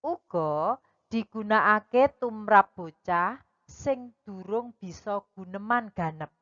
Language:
Javanese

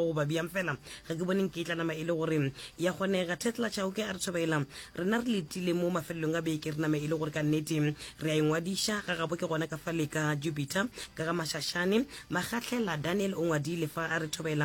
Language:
Northern Sotho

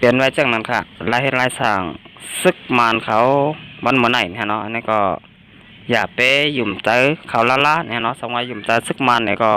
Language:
Shan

